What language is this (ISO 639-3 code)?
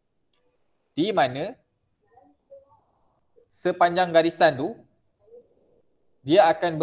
msa